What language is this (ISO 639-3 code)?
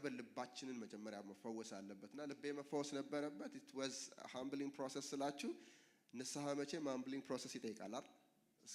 amh